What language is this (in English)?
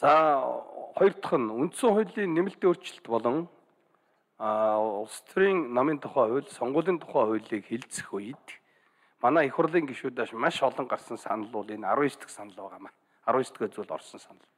Mongolian